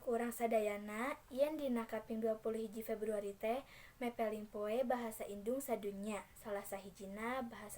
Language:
Sundanese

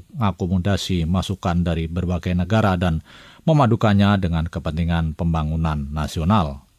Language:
Indonesian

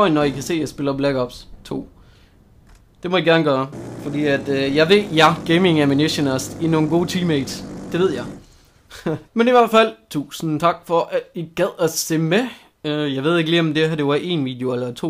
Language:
Danish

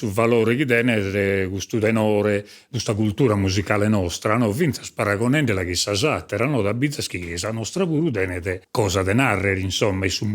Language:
Sardinian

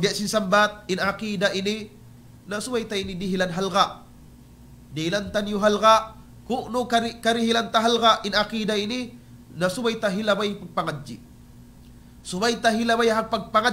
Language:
Tausug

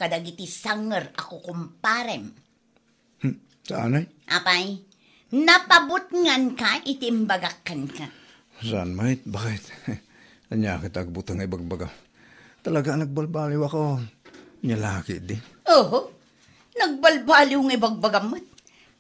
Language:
Iloko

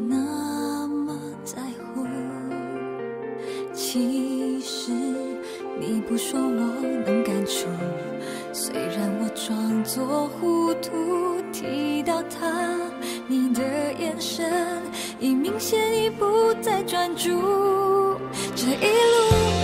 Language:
Chinese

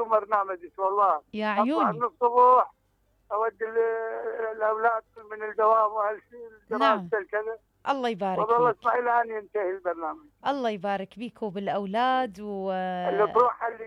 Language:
Mesopotamian Arabic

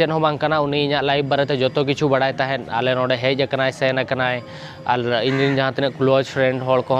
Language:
Santali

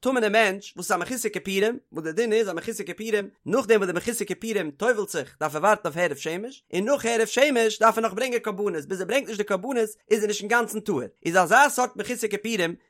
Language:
Yiddish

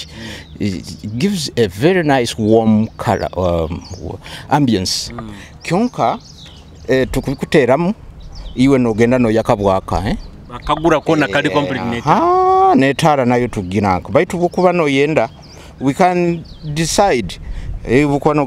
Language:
Nyoro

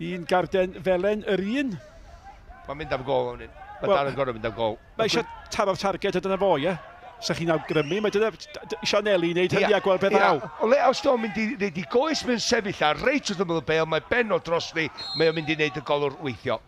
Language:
Welsh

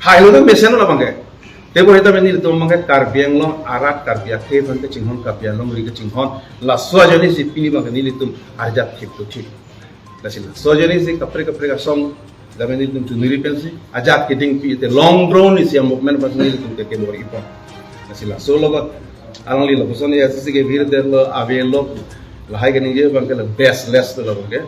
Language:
Karbi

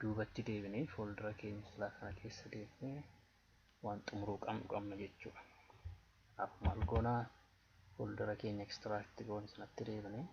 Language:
Oromo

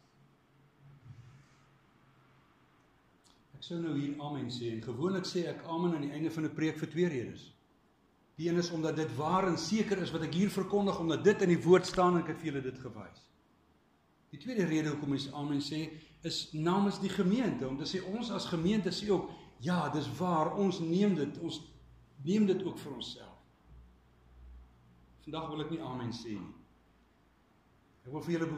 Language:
Afrikaans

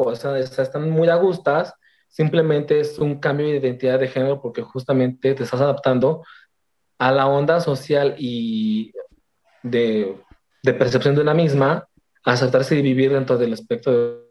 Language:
Spanish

